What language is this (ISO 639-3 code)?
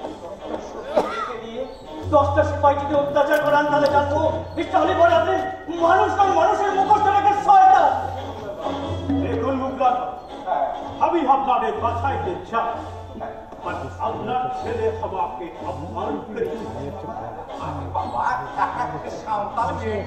ben